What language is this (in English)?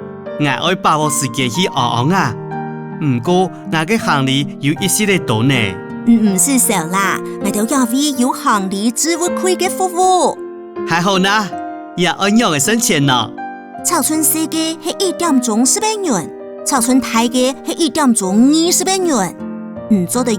Hakka Chinese